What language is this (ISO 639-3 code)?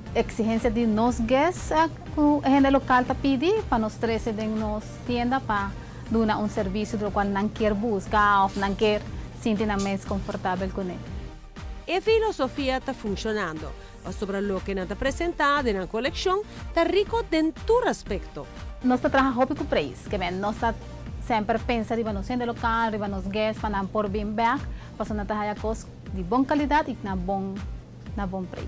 pap